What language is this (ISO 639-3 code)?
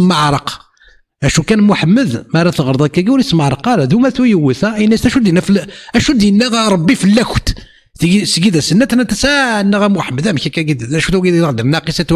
kab